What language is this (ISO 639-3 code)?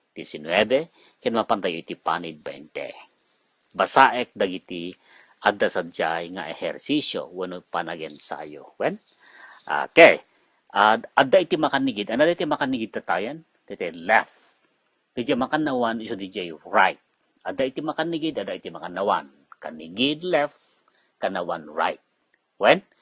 ilo